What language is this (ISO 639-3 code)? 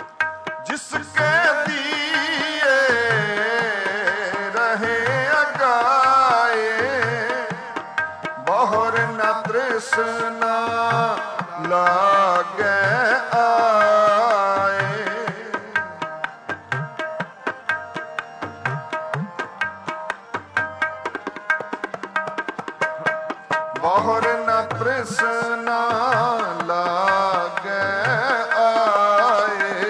pan